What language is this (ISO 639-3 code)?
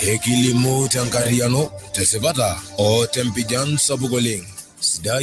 mas